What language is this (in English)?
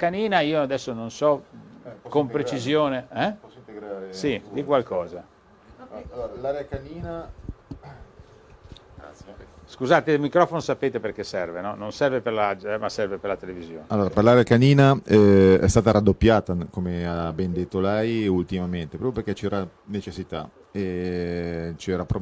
Italian